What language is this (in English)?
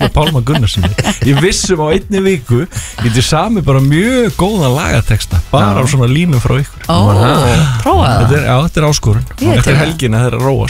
Icelandic